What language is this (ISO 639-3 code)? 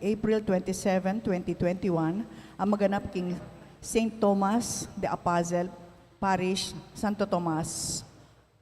pam